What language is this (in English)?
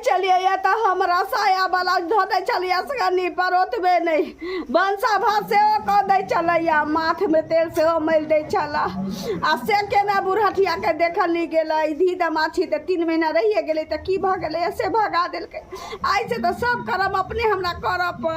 Maithili